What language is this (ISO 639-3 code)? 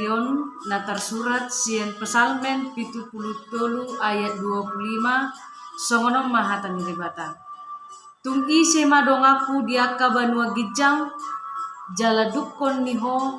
bbc